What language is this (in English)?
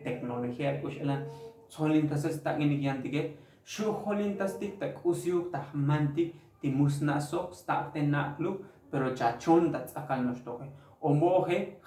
Tzotzil